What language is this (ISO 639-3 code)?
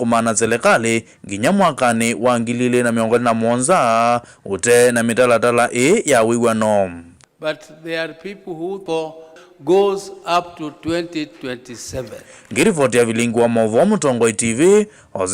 kam